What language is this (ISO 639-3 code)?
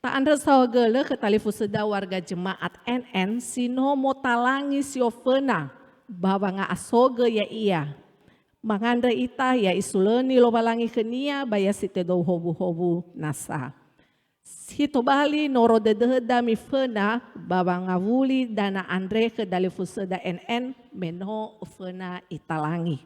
nia